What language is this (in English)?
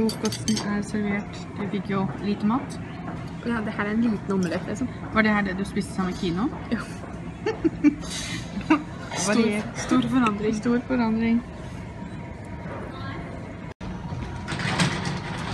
Norwegian